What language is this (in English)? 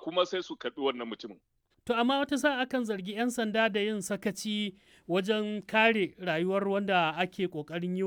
Hausa